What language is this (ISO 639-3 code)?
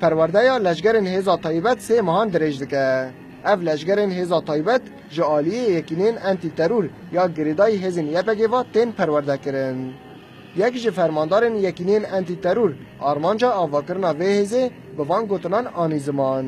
kur